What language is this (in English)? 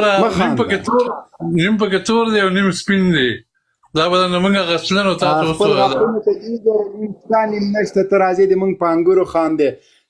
Pashto